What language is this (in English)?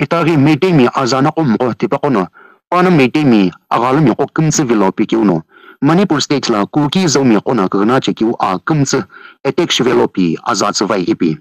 Sumi Naga